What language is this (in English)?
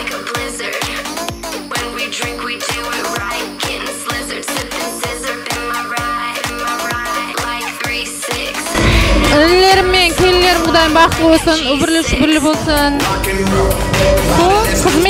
Kara-Kalpak